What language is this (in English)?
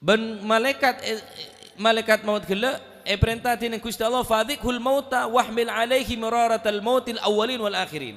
Madurese